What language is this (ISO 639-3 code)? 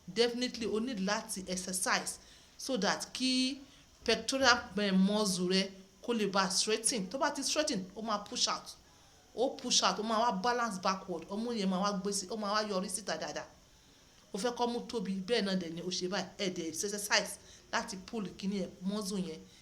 yor